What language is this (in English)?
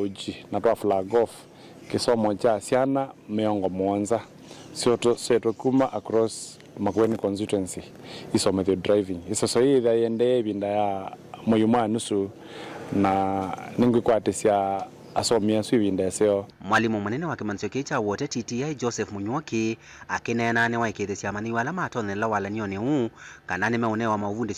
Kamba